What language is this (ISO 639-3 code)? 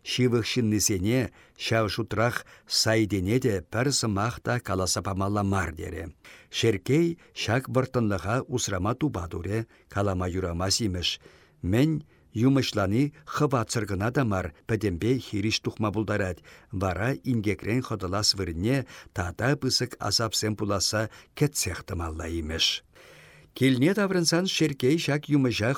chv